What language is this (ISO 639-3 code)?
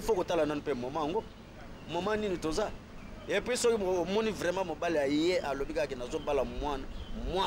lin